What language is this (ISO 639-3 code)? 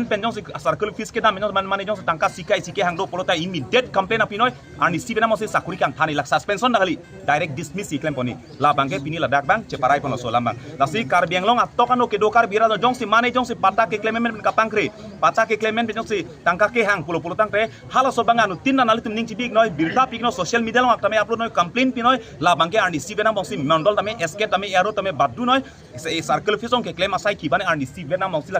mjw